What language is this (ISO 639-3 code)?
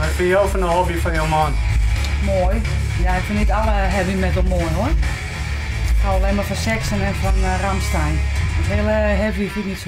fry